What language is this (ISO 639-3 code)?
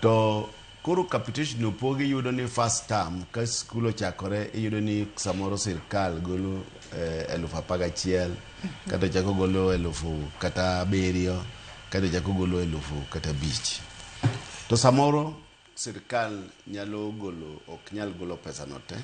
luo